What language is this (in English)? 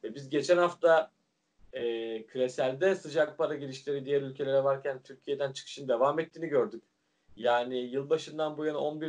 Turkish